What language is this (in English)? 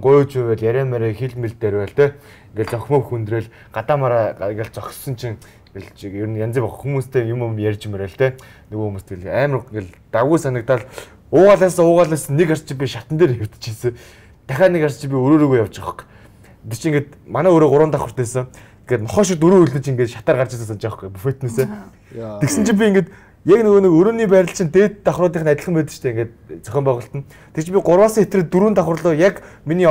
Mongolian